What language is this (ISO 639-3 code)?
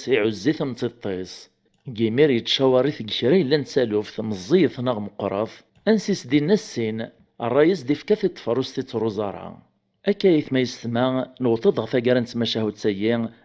kab